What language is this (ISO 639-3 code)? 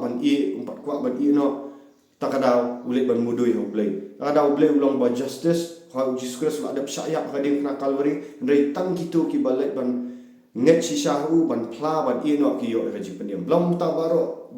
kha